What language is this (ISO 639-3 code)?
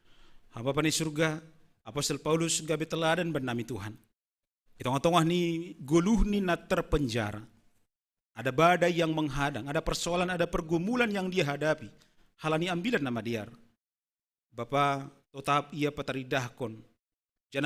bts